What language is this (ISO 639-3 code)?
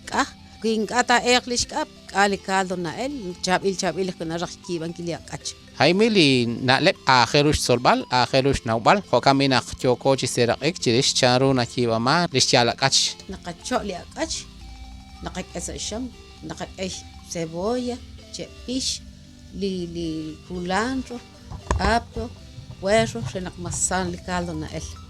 kek